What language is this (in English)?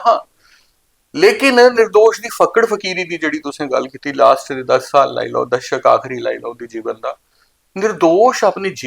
Dogri